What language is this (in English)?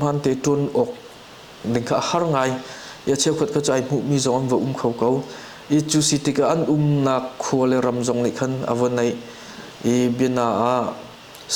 Hakha Chin